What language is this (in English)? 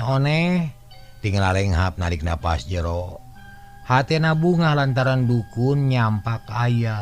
Sundanese